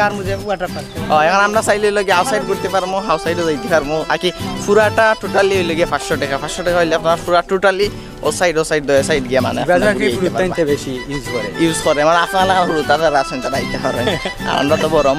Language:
Sylheti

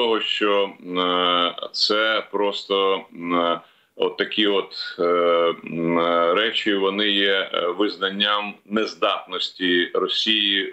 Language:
Ukrainian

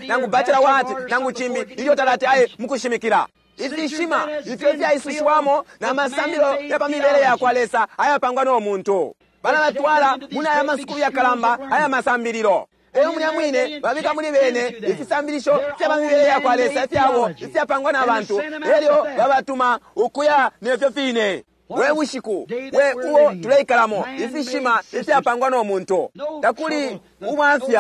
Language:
Bemba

